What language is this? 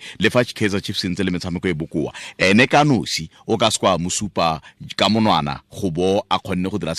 Tswana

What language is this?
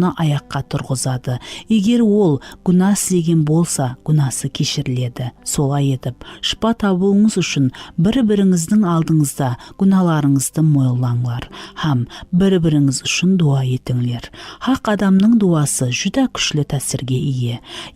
Kara-Kalpak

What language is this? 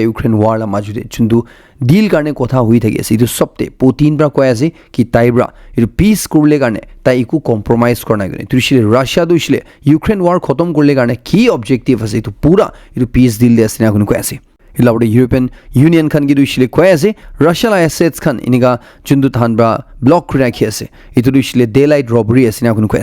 Naga Pidgin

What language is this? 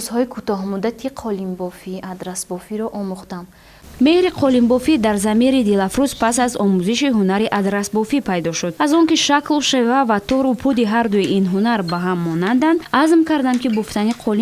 Tajik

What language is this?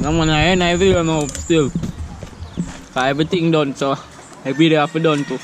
Jamaican Creole English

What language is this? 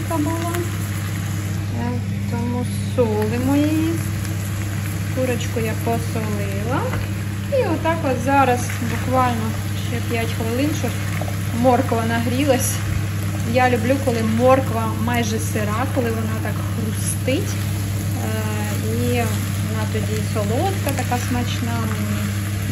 Ukrainian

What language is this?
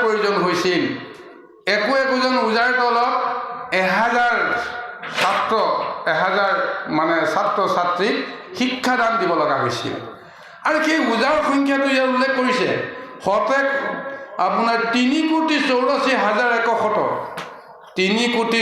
Assamese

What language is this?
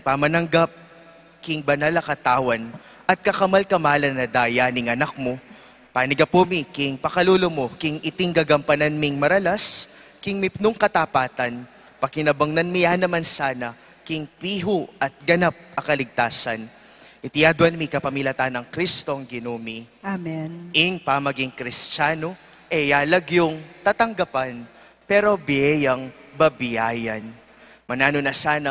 Pampanga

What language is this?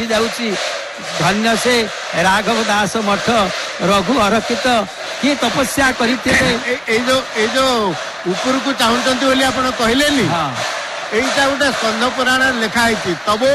Odia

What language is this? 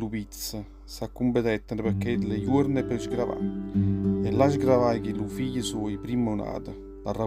Neapolitan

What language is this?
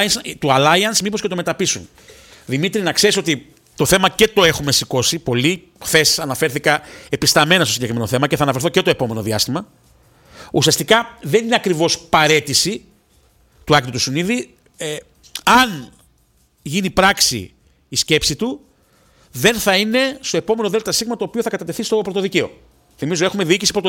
Greek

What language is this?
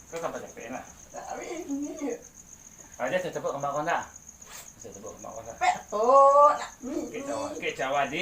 Minangkabau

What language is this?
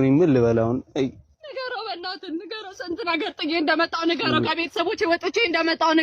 Amharic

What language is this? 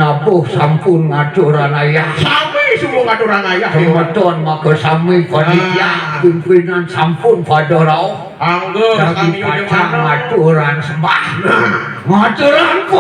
Balinese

